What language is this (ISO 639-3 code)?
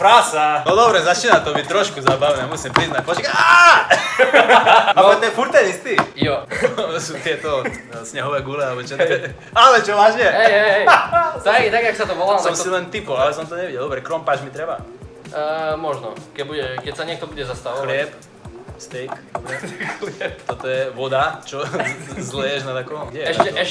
slk